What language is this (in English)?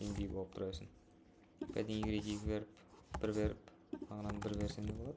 Kara-Kalpak